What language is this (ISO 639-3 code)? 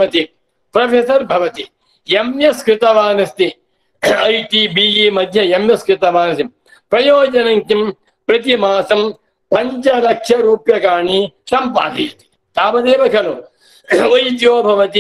san